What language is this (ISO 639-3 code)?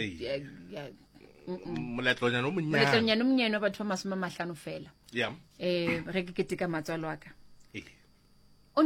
nso